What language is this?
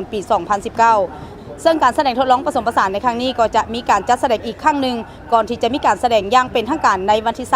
Lao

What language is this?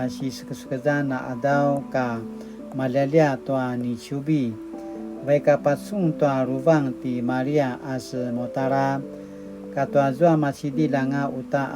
Paiwan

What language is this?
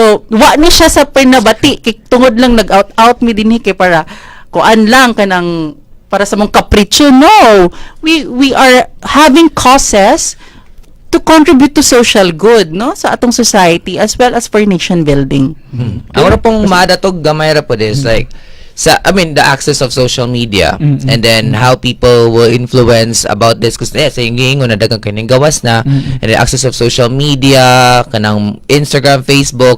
Cebuano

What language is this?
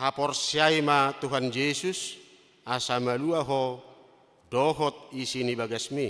Batak Toba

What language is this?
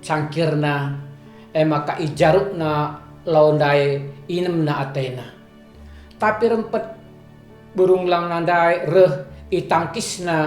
Batak Karo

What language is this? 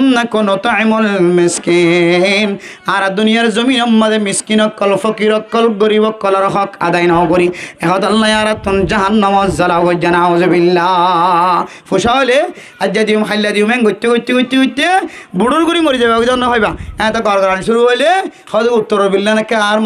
Rohingya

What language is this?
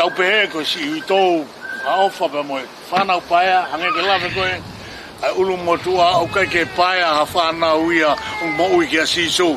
Tongan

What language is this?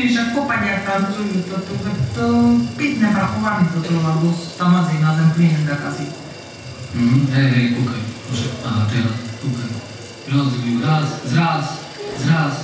Slovak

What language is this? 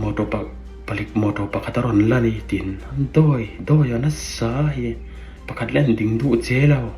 Falam Chin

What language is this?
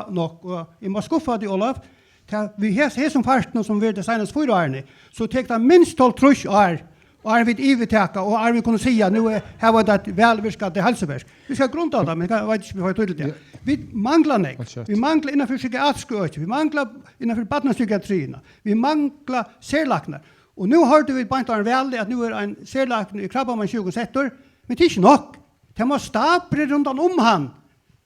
Faroese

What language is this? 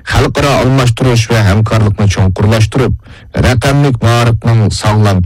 Uyghur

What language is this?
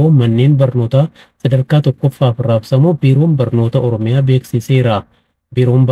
Oromo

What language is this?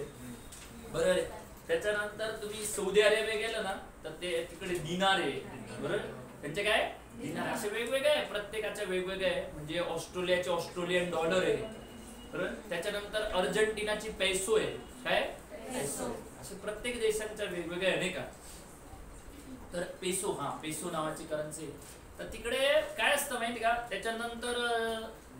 Marathi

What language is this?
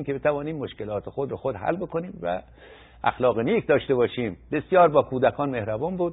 Persian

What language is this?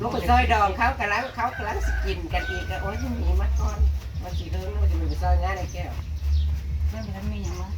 Northeastern Thai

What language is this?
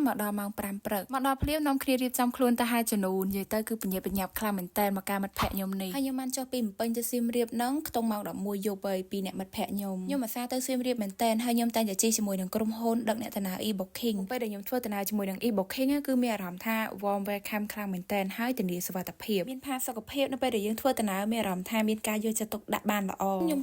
Khmer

